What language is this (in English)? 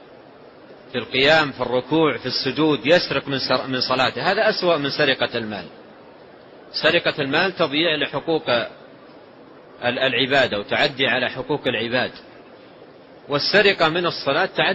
Arabic